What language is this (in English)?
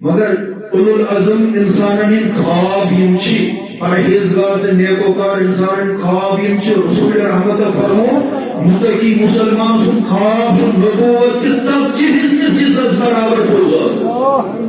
Kashmiri